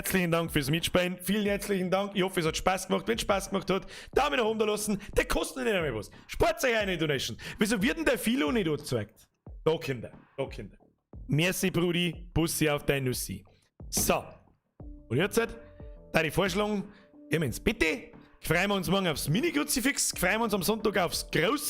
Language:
Bavarian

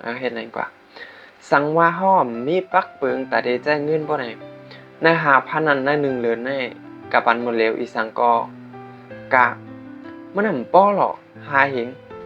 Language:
Shan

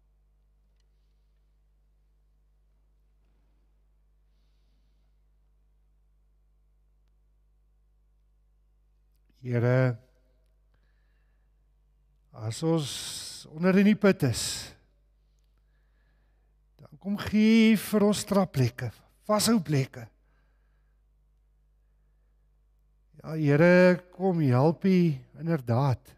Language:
Afrikaans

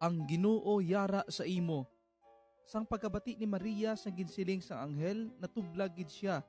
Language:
Hiligaynon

